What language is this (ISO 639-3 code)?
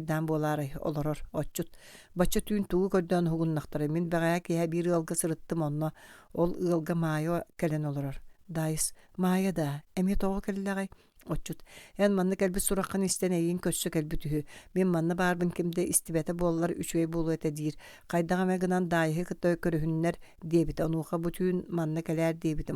sah